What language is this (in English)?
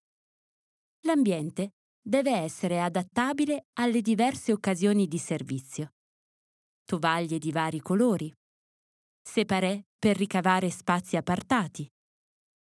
Italian